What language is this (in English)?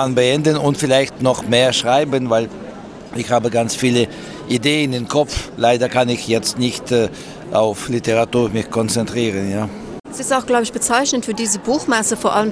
Luxembourgish